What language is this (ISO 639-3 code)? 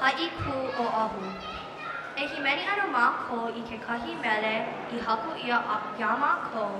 haw